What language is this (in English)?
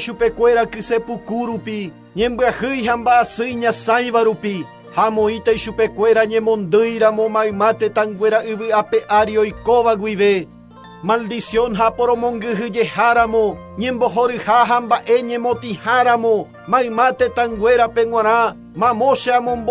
Guarani